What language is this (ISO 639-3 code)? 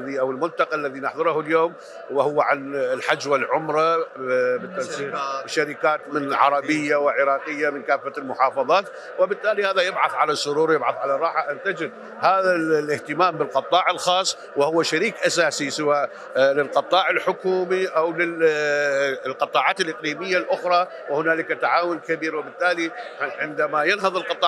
ara